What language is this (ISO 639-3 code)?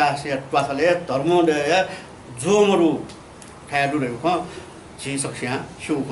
new